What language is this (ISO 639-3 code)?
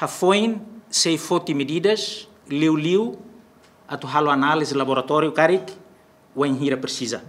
tet